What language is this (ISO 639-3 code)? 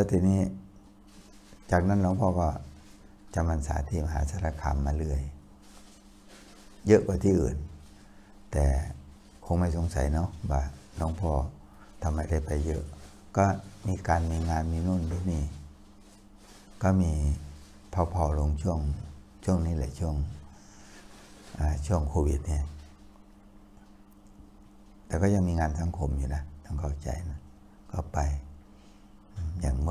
tha